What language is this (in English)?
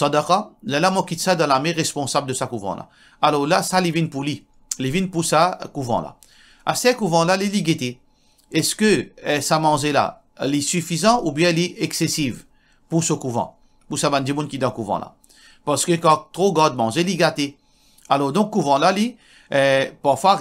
Morisyen